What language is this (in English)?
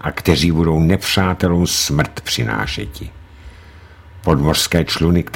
Czech